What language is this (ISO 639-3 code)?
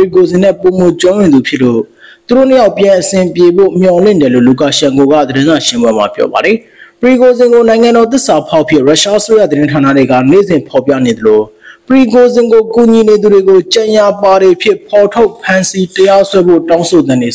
mya